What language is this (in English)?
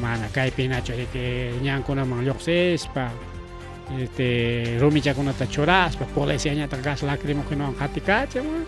Ayacucho Quechua